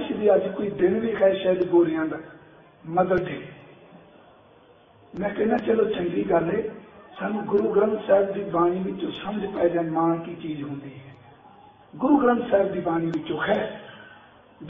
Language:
Punjabi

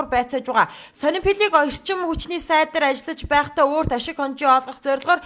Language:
Mongolian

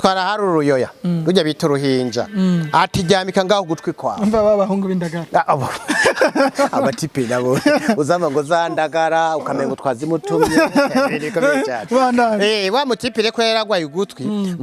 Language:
Rundi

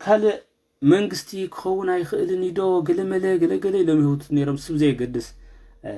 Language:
Tigrinya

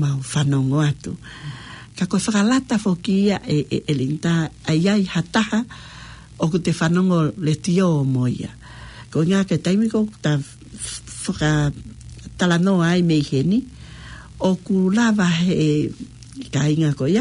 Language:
Tongan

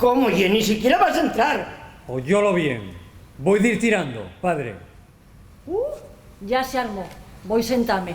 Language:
Asturian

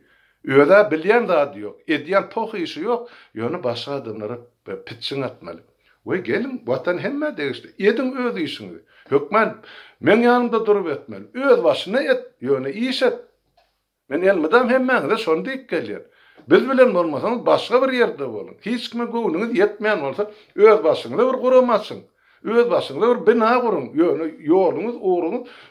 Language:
Turkmen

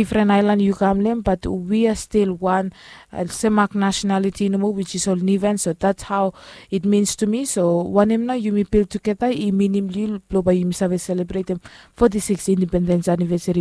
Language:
Bislama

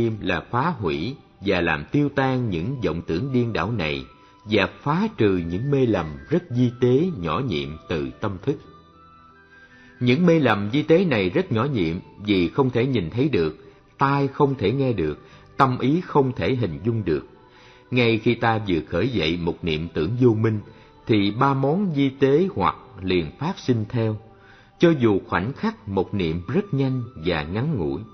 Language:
Vietnamese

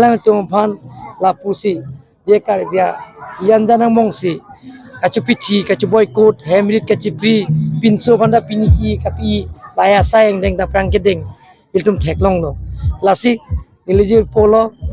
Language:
Karbi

